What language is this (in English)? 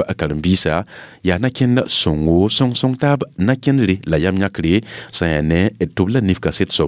Mossi